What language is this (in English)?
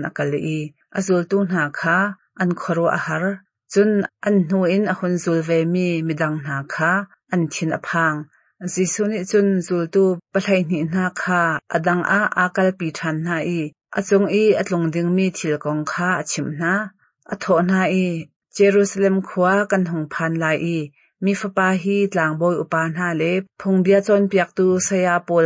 Hakha Chin